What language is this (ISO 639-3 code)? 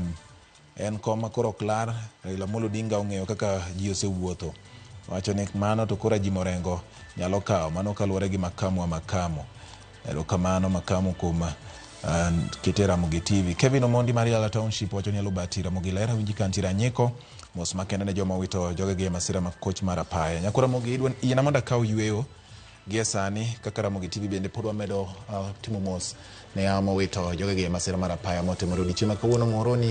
luo